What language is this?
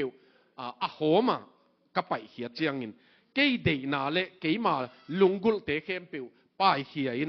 Tedim Chin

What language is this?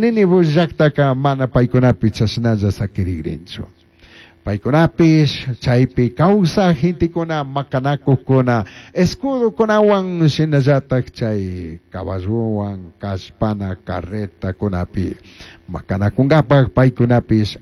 Chimborazo Highland Quichua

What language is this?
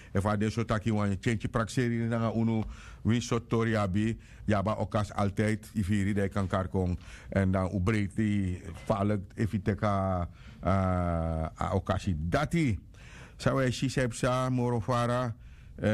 Sranan Tongo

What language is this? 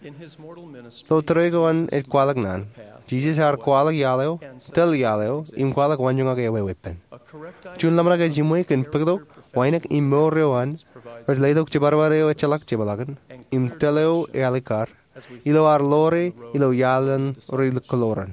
Marshallese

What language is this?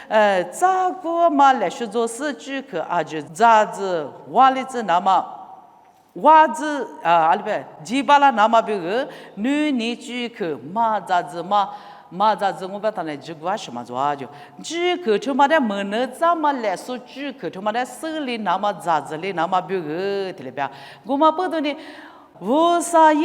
Lisu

